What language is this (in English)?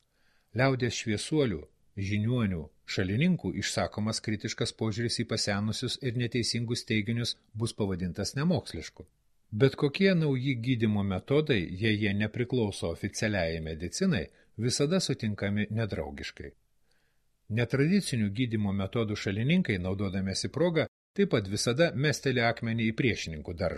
Lithuanian